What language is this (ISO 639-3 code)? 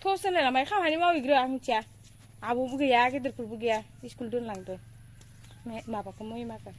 brx